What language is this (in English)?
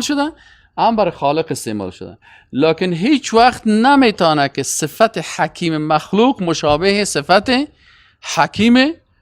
Persian